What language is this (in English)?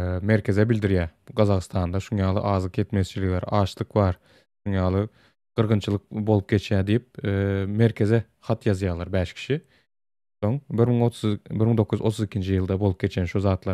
Turkmen